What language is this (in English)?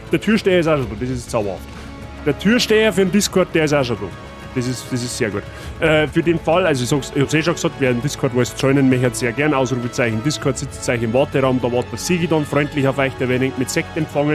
Bavarian